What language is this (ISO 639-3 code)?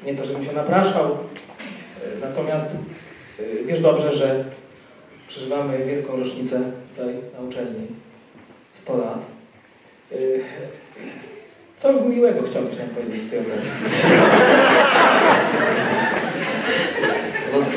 pol